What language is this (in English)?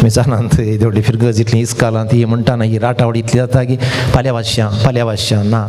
Konkani